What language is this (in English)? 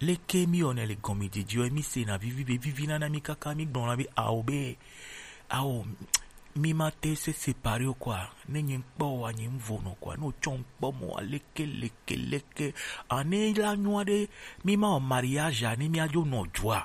Gen